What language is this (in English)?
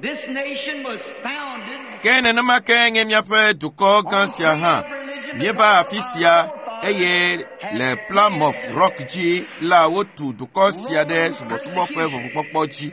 Ewe